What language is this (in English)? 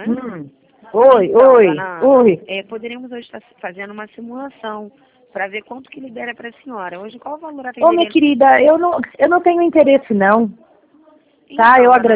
Portuguese